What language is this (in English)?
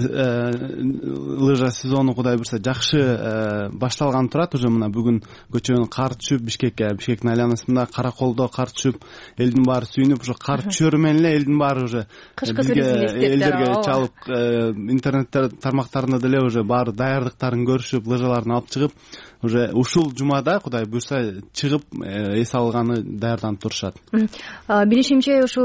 Kyrgyz